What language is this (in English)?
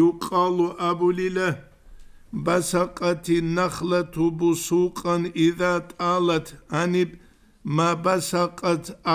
Avaric